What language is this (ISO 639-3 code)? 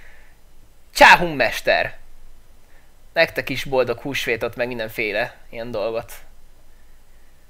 hun